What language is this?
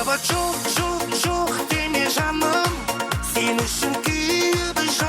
Kara-Kalpak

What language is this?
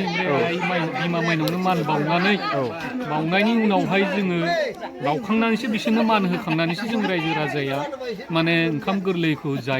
Bodo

